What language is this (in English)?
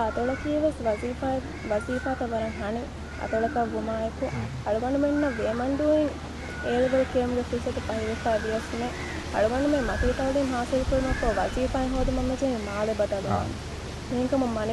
Divehi